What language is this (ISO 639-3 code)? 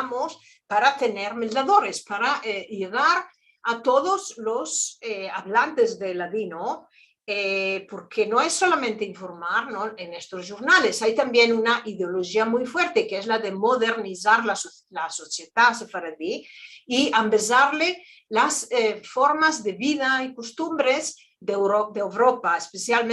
lad